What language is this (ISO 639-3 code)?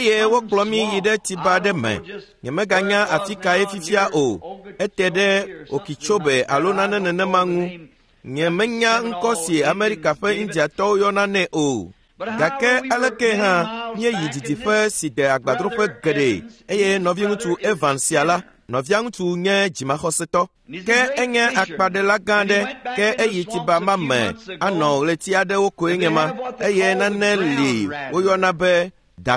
ewe